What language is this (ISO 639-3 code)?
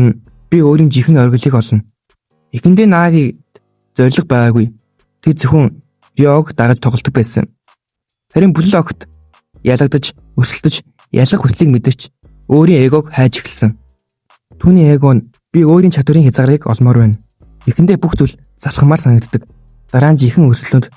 mon